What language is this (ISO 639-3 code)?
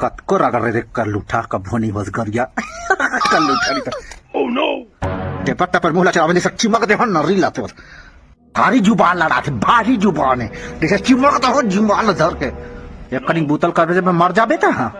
hne